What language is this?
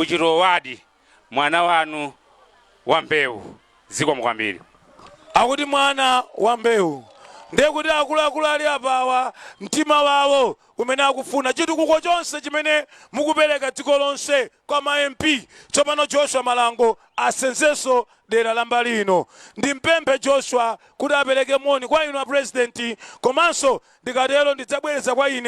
Nyanja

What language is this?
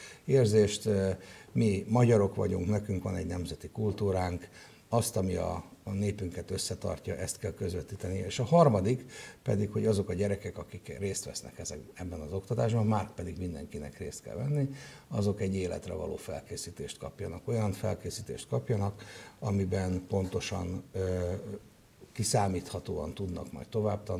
Hungarian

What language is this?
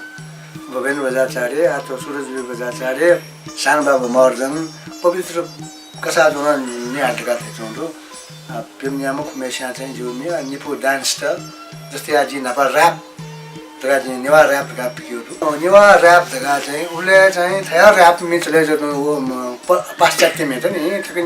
Newari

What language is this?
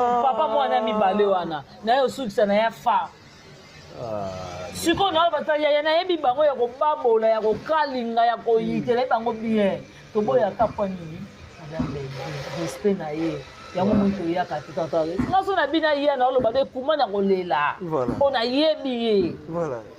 Lingala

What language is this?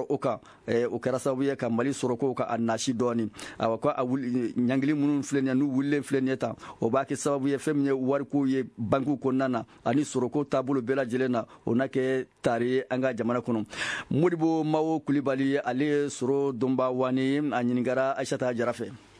Bambara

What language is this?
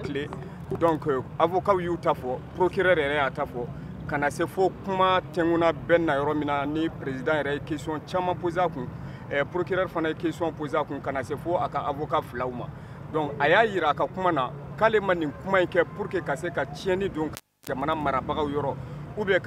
Bambara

